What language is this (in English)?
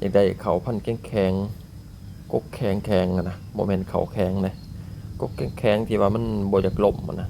Lao